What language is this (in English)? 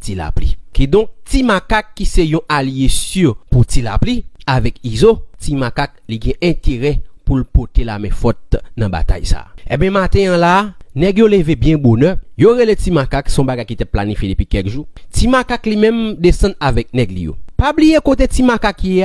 Haitian Creole